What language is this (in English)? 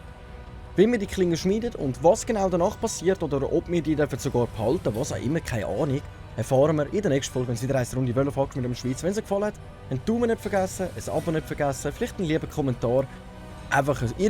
Swiss German